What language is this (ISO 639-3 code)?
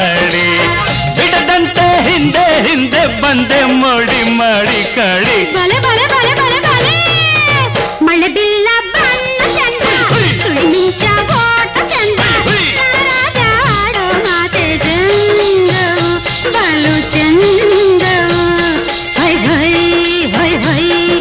kan